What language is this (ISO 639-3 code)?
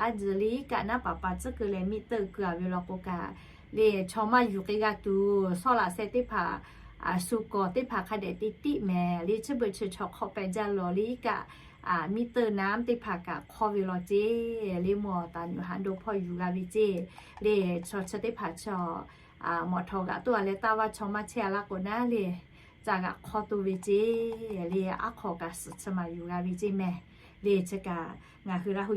lhu